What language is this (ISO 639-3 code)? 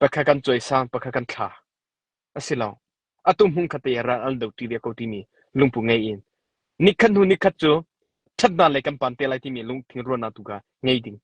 cnh